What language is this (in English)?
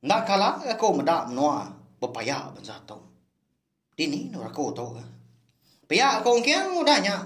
Iban